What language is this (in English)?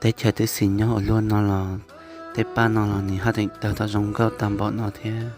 Hmong